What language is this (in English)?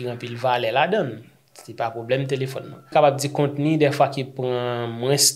Haitian Creole